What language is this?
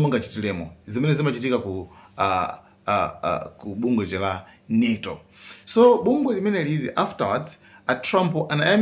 Nyanja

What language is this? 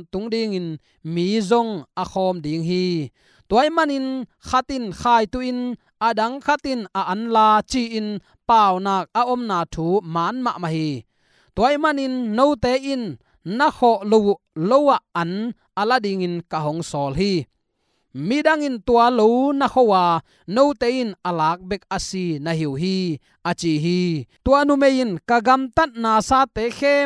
Tedim Chin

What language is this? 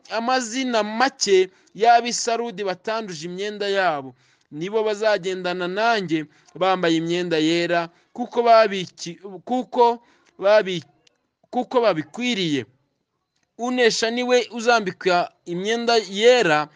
Kinyarwanda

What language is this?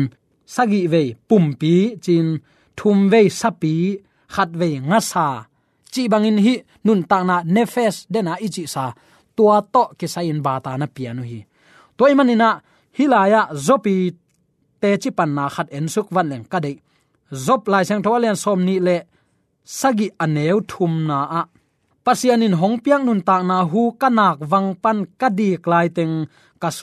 Tedim Chin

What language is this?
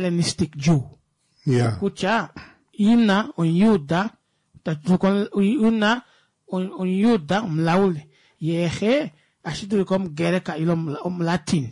Kuanyama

